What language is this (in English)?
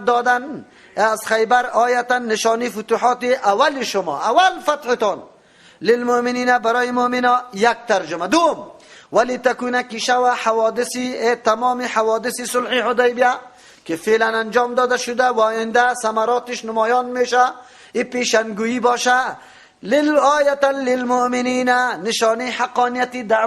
Persian